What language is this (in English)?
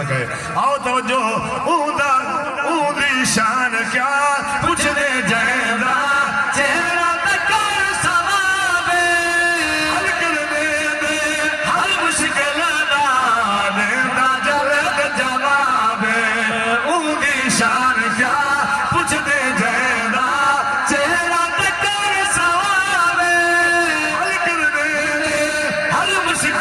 Saraiki